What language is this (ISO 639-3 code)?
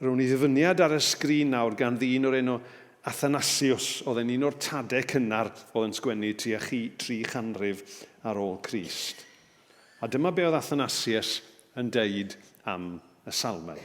cym